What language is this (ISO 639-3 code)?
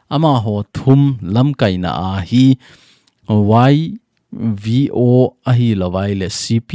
tcz